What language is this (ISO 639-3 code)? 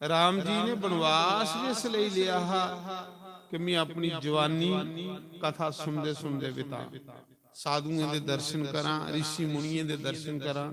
doi